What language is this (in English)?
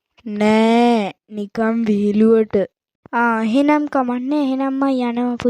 Sinhala